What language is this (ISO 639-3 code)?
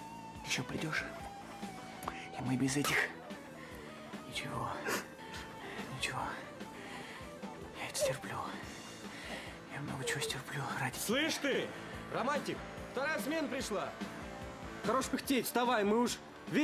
rus